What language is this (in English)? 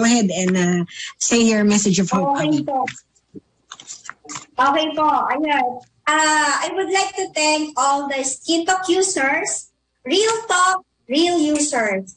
Filipino